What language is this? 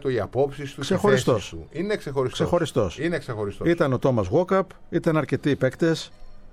Greek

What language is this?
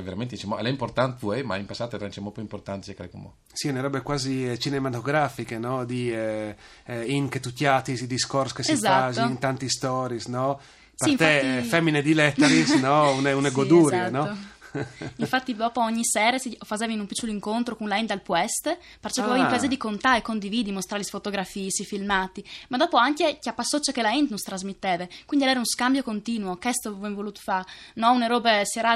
Friulian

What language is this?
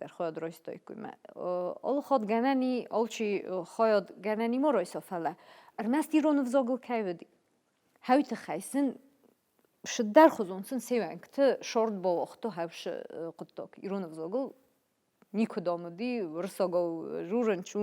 Ossetic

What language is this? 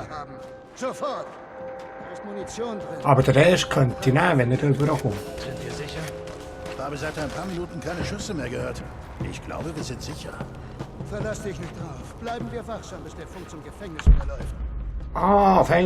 Swiss German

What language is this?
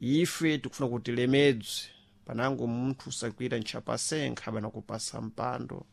Sena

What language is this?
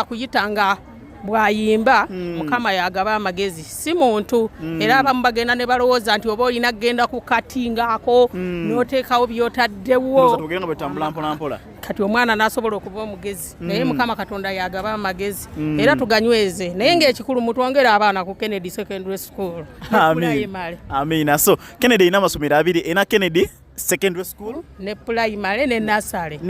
Ganda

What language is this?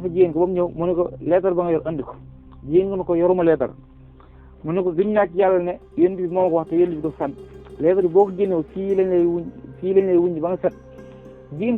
Wolof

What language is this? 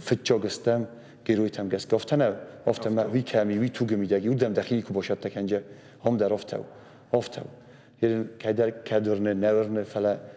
Ossetic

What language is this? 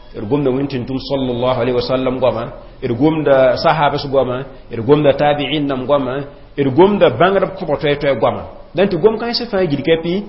Mossi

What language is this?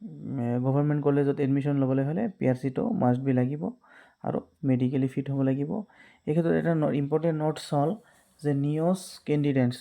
Assamese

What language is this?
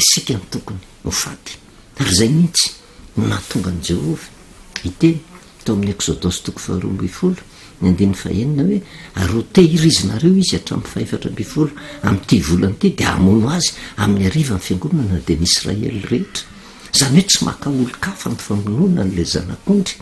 Malagasy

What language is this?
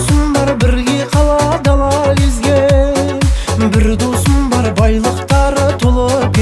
Kazakh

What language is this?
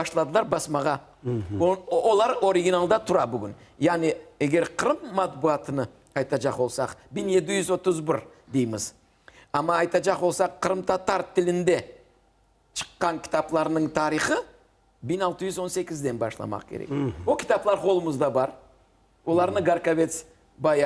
Crimean Tatar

